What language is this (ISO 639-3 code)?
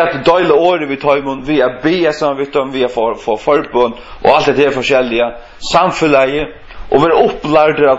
fao